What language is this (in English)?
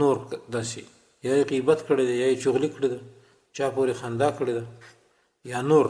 Pashto